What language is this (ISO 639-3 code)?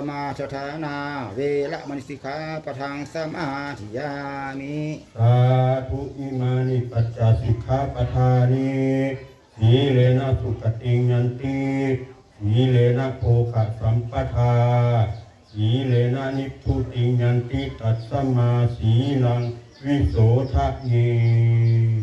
pli